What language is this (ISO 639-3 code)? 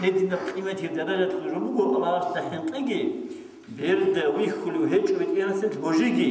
ava